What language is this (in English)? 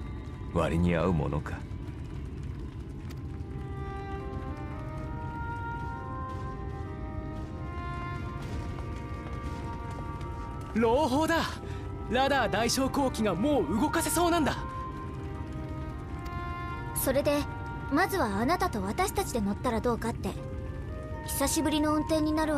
Japanese